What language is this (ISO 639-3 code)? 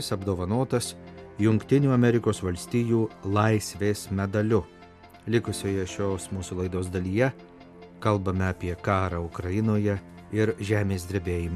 lit